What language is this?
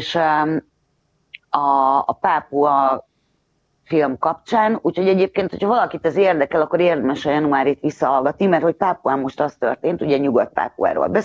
Hungarian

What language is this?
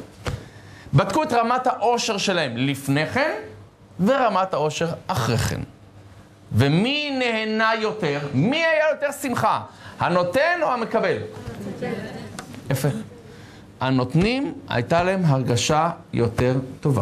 Hebrew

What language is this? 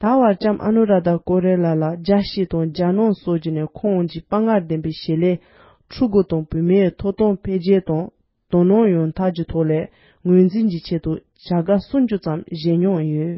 Tibetan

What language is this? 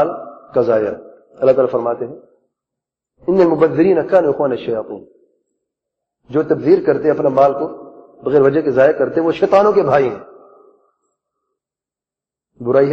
Urdu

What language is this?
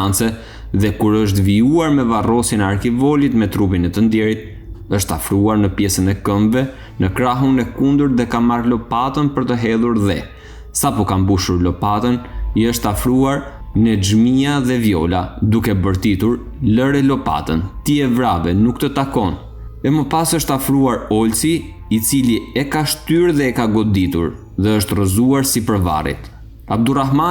Albanian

